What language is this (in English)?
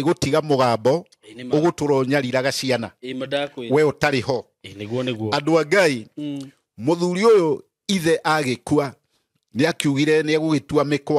Kikuyu